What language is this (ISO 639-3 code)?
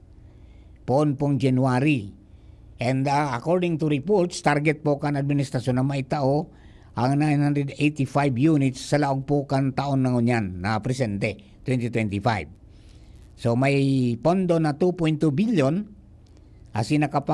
bik